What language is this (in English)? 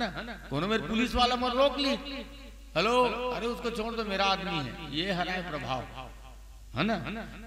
Chhattisgarhi